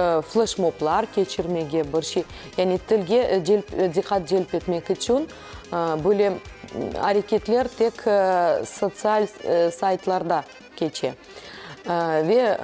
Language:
Crimean Tatar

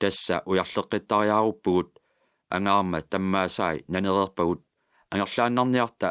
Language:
Kalaallisut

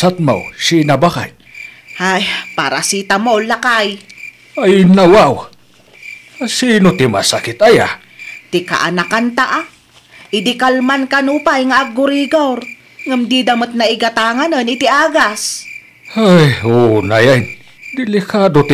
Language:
Iloko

